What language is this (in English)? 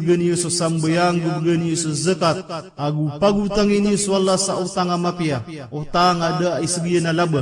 Maranao